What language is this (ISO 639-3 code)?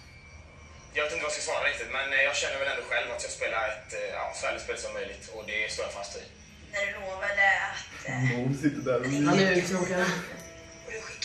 swe